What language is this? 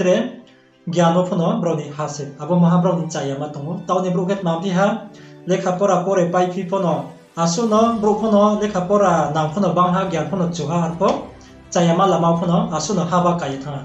Riang (India)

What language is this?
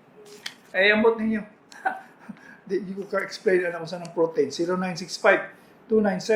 Cebuano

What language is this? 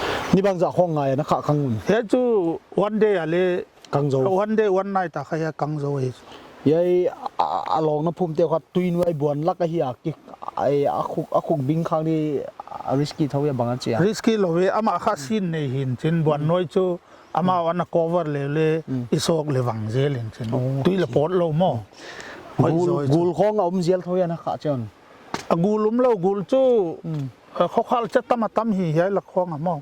Paite Chin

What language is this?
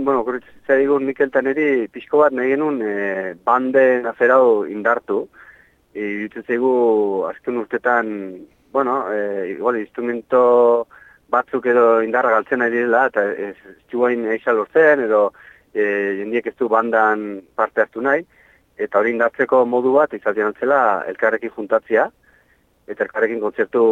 Basque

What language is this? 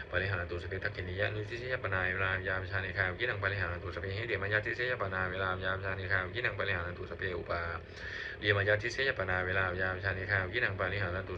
Pali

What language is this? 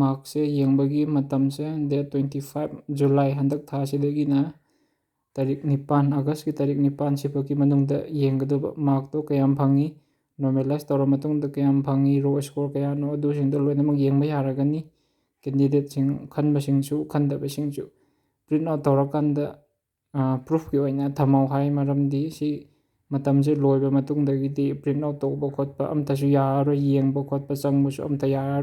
Manipuri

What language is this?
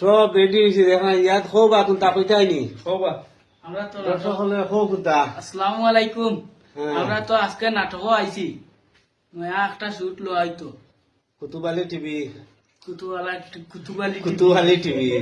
Sylheti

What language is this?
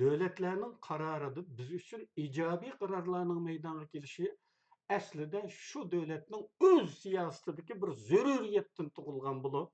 Uyghur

